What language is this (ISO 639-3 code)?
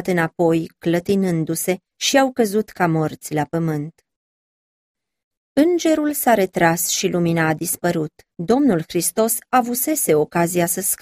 ron